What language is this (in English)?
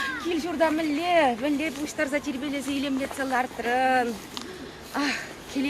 Chuvash